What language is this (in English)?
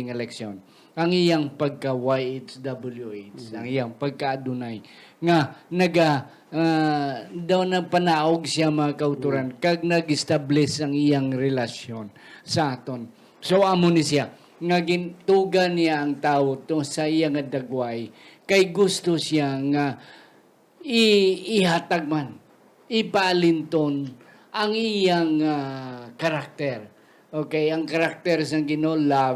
Hiligaynon